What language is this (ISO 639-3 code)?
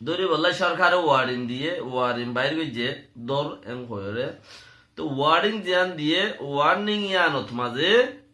rhg